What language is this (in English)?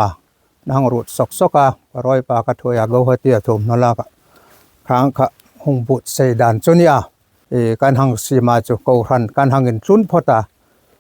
Hmar